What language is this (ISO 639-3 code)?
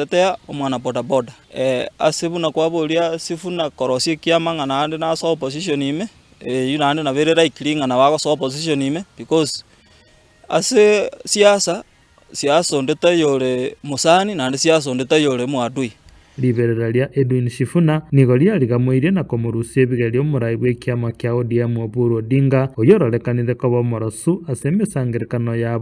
guz